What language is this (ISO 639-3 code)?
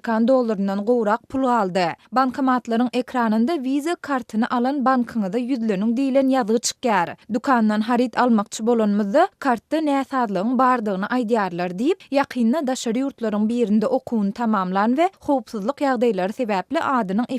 tuk